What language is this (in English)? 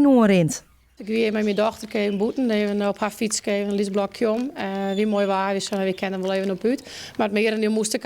Western Frisian